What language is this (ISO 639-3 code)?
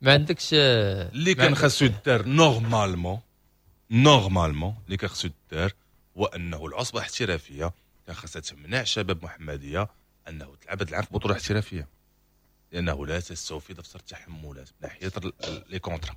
ary